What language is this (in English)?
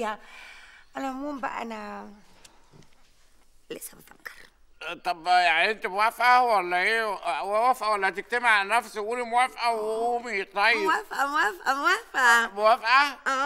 Egyptian Arabic